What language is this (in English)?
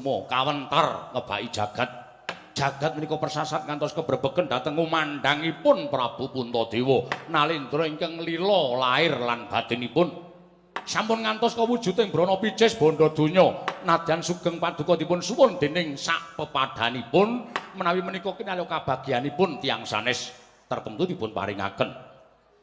Javanese